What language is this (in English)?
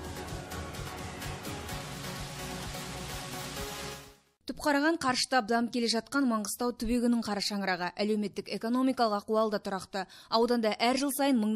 Kazakh